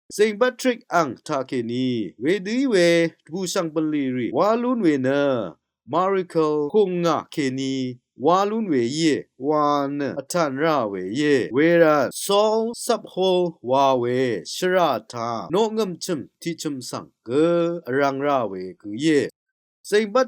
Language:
Rawang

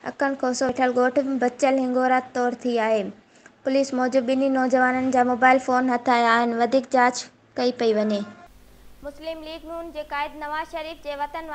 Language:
Sindhi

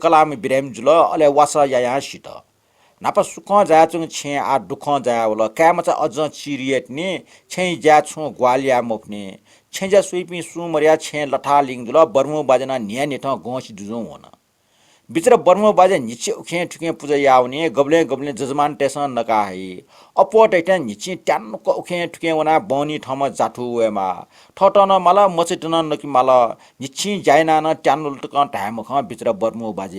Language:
Newari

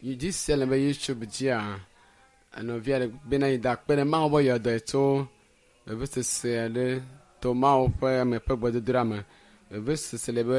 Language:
Ewe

